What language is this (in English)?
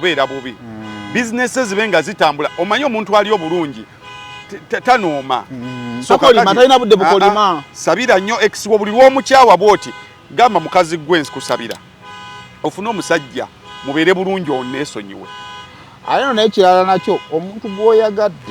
Ganda